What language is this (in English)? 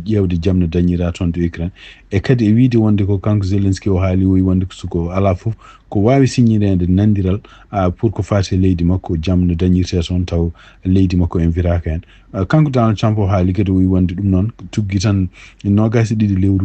Fula